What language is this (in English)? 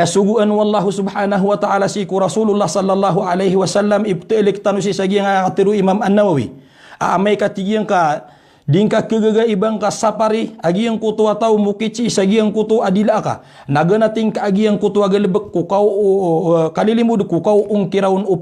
Maranao